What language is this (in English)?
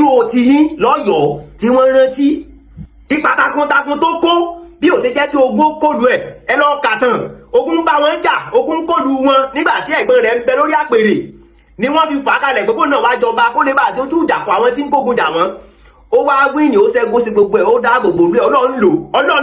Yoruba